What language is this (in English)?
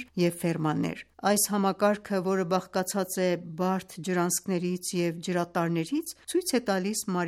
Armenian